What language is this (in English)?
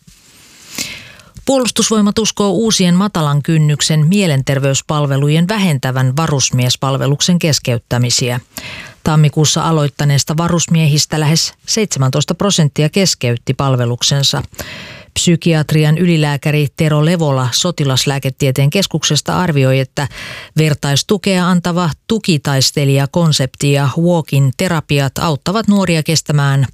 Finnish